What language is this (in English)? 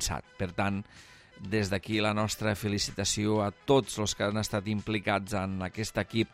Catalan